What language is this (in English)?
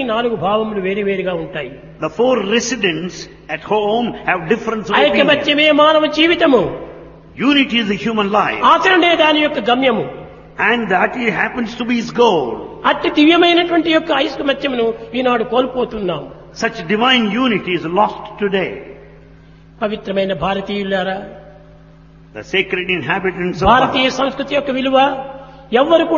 Telugu